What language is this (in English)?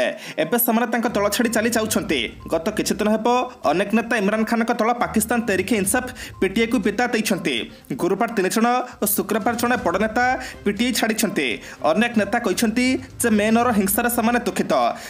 Odia